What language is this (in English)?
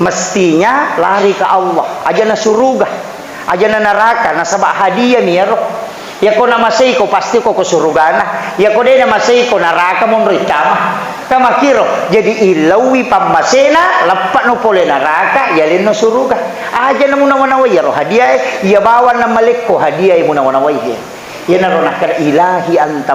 Buginese